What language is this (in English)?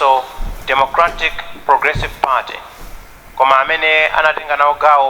Nyanja